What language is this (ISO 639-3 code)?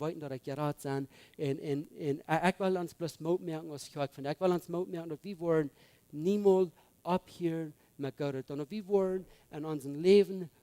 pdt